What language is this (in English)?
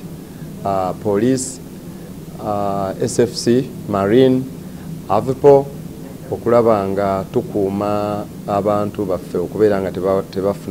Ganda